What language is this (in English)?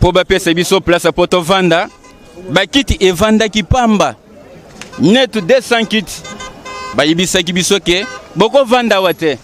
Lingala